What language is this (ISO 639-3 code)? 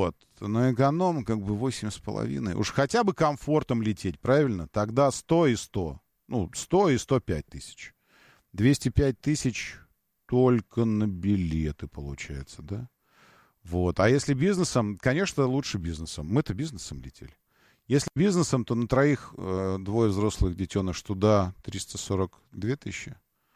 rus